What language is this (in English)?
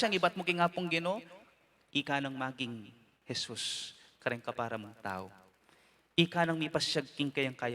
Pampanga